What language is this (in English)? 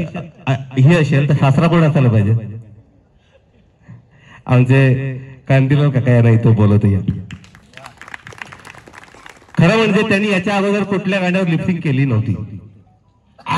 Marathi